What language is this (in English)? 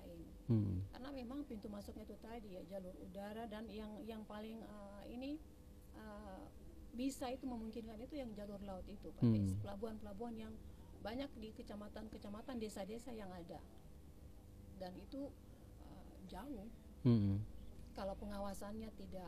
Indonesian